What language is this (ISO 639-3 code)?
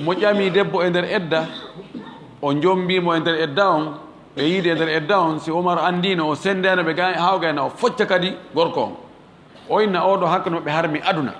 ful